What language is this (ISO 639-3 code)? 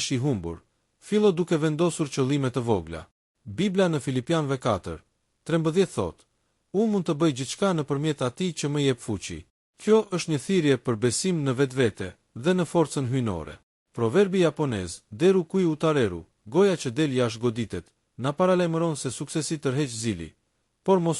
sqi